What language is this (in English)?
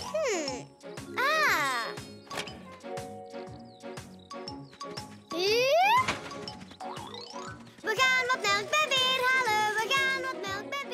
Dutch